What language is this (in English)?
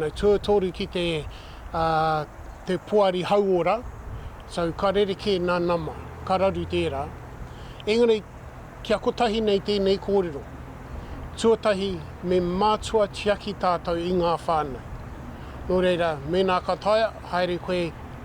Māori